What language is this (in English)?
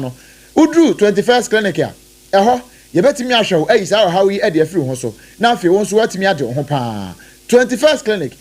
Akan